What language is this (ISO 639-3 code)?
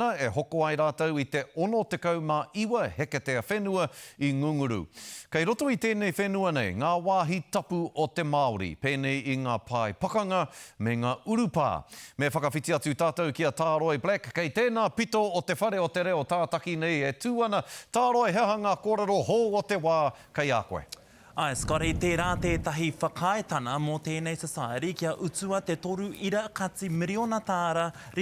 mri